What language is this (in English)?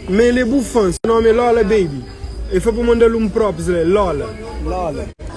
Kabuverdianu